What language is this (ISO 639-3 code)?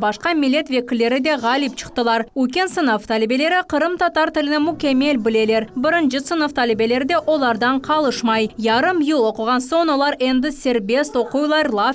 crh